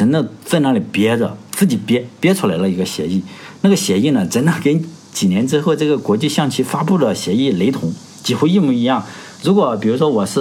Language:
Chinese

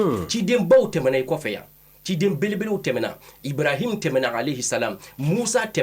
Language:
Bambara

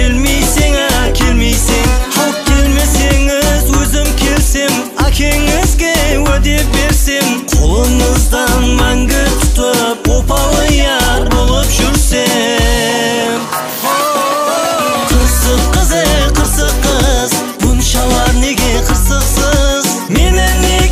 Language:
Kazakh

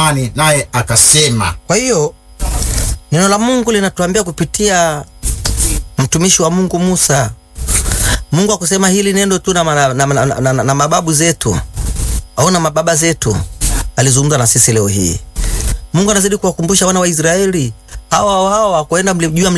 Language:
Swahili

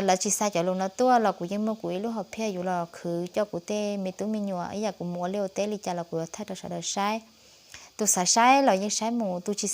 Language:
Hmong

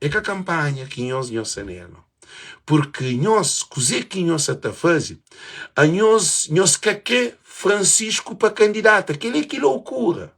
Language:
Kabuverdianu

